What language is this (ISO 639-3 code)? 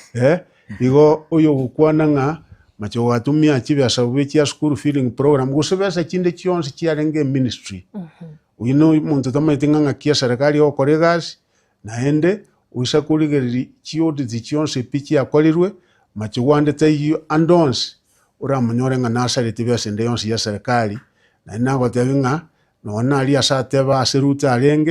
guz